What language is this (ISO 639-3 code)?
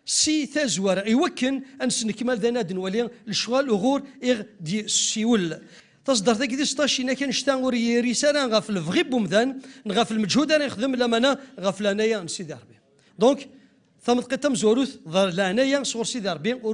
kab